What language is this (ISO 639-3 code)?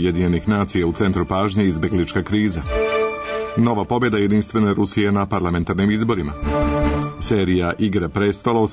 srp